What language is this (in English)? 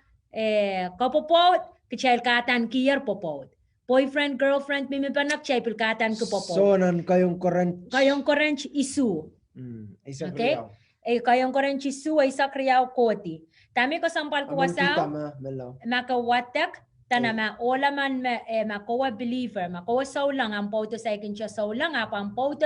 Pohnpeian